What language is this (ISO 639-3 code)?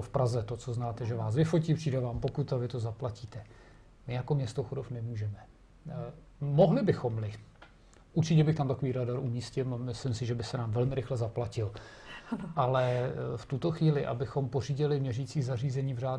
ces